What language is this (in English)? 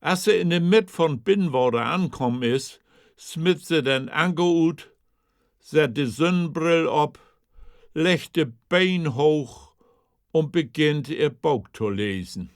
Low German